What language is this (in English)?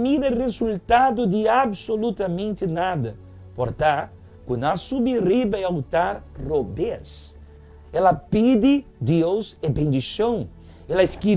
Papiamento